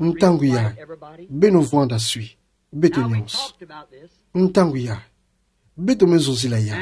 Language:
Kituba (Democratic Republic of Congo)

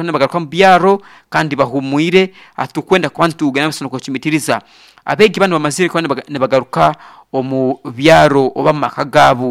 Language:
Nyoro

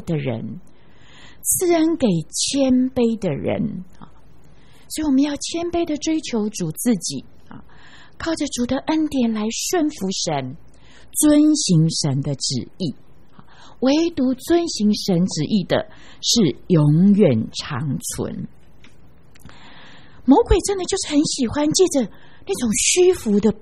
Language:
Chinese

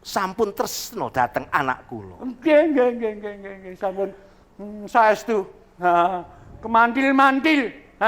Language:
Javanese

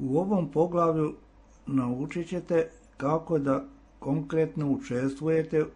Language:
Serbian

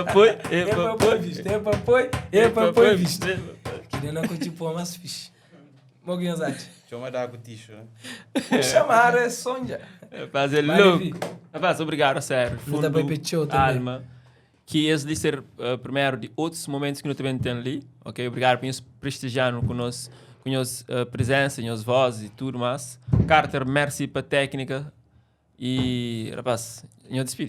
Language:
Kabuverdianu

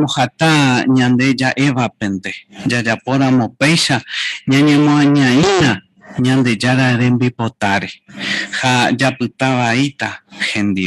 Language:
Guarani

